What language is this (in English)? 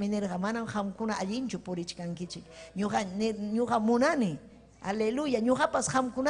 Ayacucho Quechua